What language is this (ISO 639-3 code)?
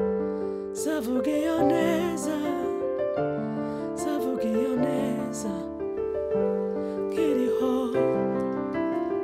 kin